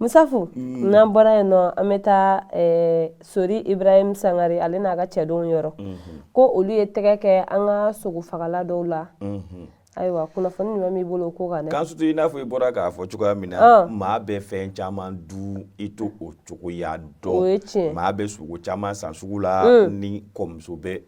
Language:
Bambara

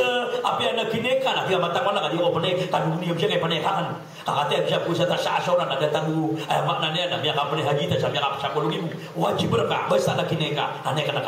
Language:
Maranao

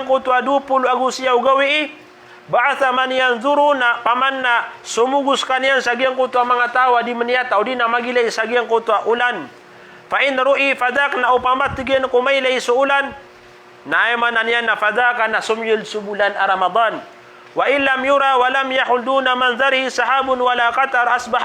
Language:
Maranao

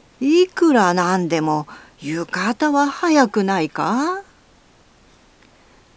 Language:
Japanese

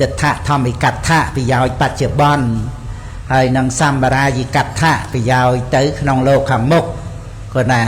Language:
Khmer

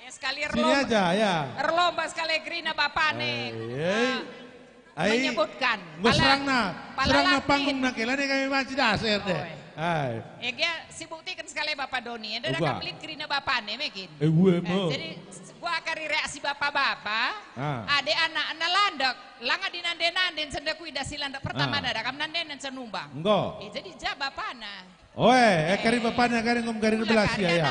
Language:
Batak Karo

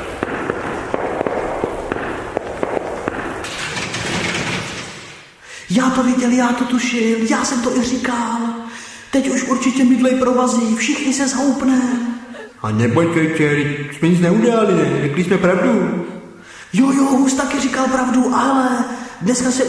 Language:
Czech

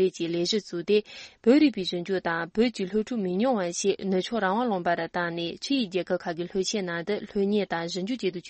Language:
Tibetan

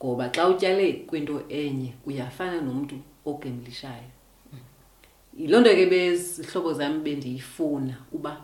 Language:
Xhosa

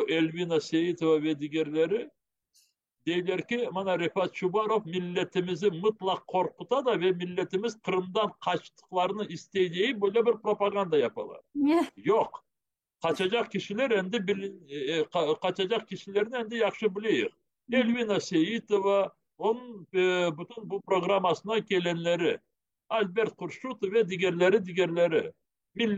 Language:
Crimean Tatar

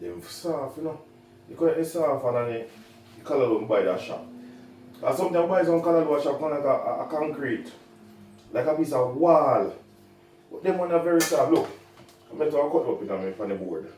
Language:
Jamaican Creole English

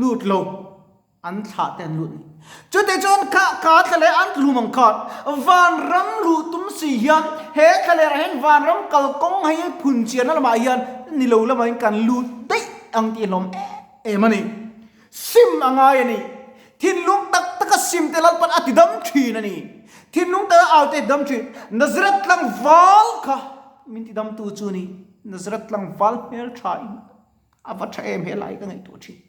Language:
Mizo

